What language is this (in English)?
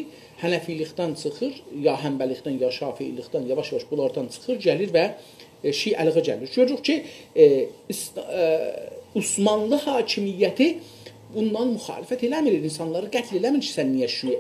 South Azerbaijani